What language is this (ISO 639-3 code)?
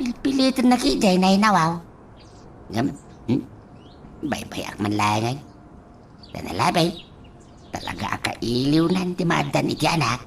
ilo